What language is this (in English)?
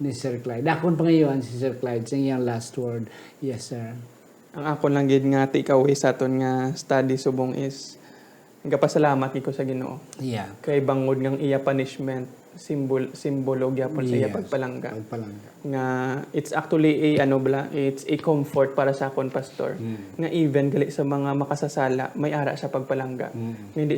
Hiligaynon